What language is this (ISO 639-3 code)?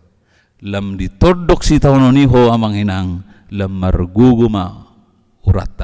bbc